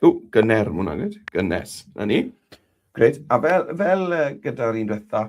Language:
Welsh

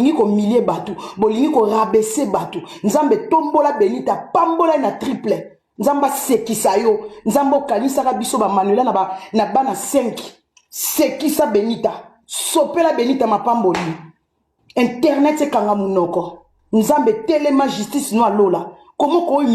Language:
Lingala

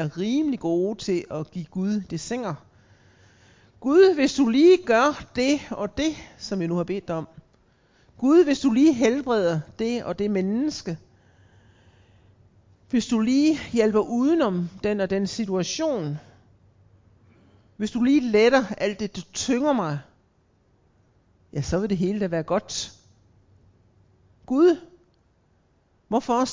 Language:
Danish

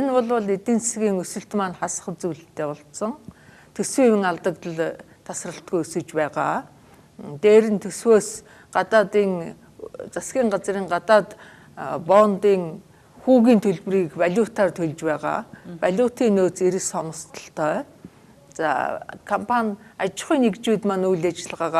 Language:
Mongolian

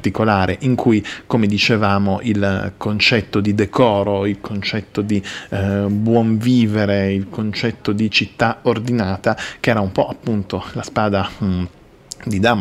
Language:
Italian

